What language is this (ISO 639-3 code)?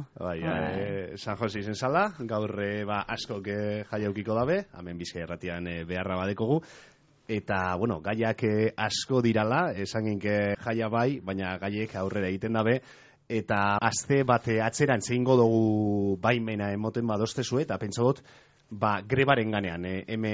eus